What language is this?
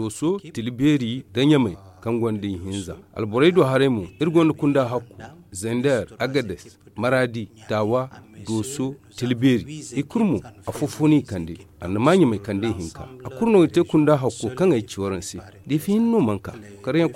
Zarma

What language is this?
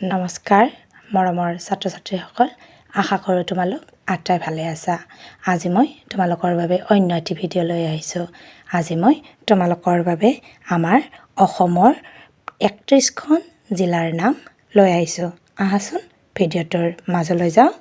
Assamese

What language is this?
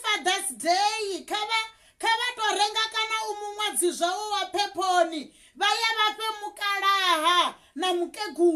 Venda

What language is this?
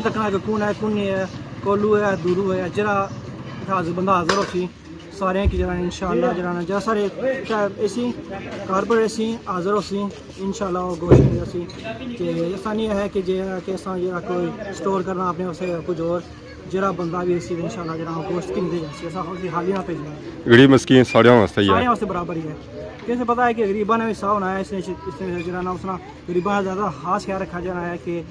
Pahari-Potwari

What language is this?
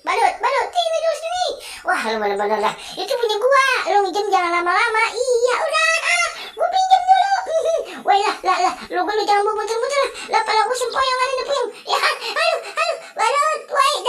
Betawi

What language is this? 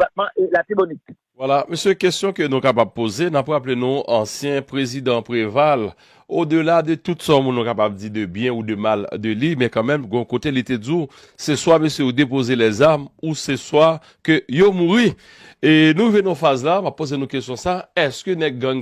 Haitian Creole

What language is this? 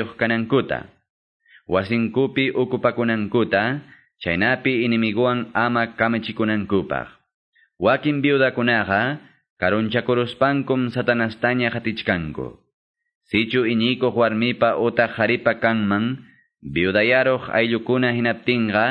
Quechua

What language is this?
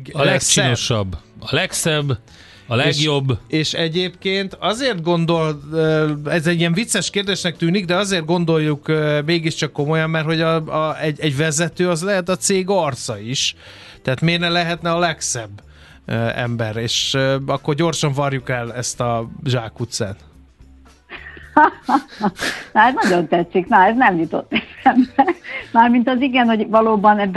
Hungarian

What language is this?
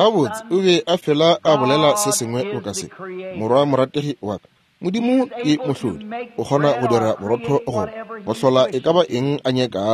Northern Sotho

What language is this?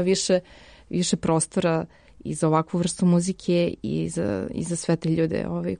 Serbian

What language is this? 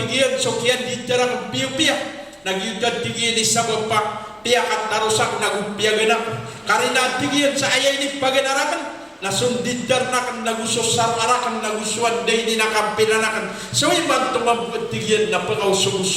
Maranao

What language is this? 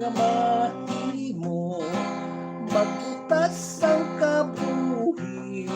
Hiligaynon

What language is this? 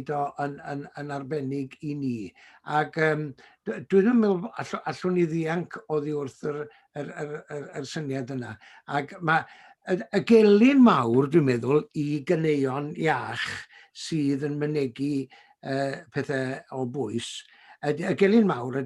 Welsh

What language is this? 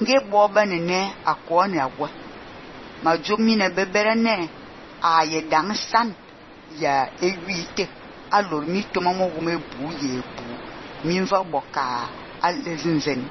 Fang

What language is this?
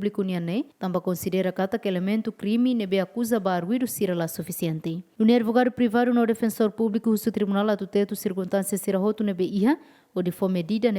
Tetum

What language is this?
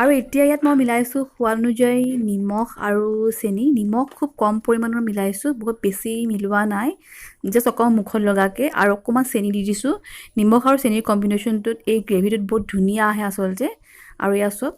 Assamese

